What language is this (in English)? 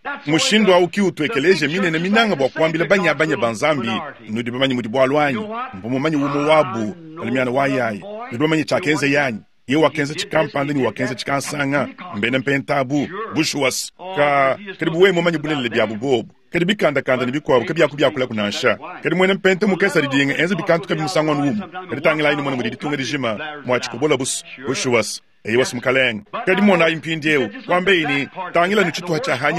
Luba-Lulua